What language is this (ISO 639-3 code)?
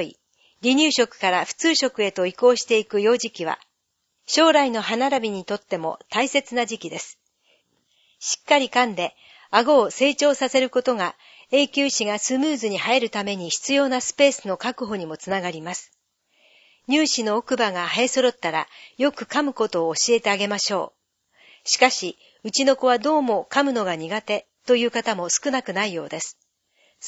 jpn